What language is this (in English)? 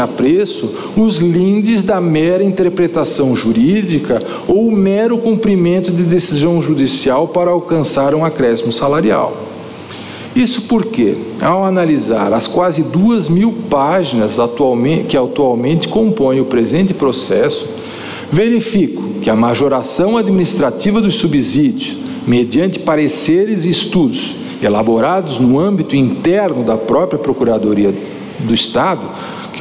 Portuguese